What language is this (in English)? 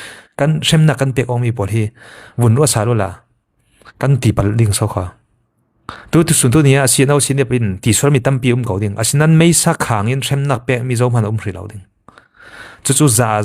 Falam Chin